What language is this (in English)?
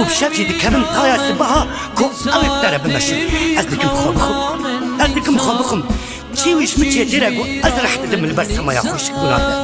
Kurdish